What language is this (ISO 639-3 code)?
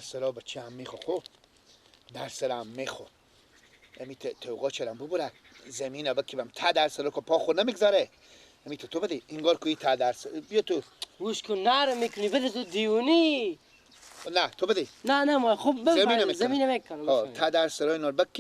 fas